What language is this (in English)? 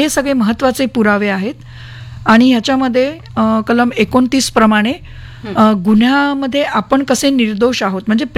Marathi